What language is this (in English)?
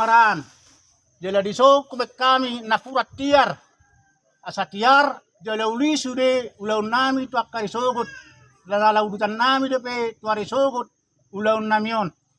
Batak Toba